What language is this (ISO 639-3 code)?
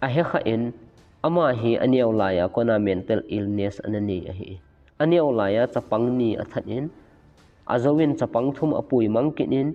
tcz